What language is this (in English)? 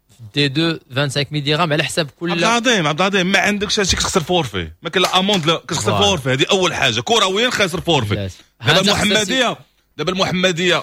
Moroccan Arabic